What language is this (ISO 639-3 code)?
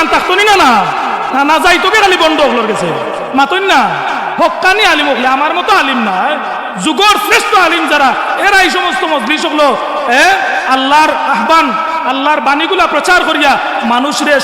syl